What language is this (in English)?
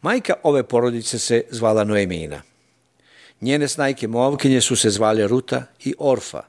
Serbian